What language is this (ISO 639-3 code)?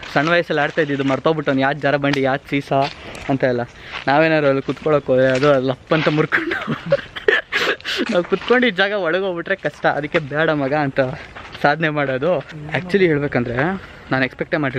kan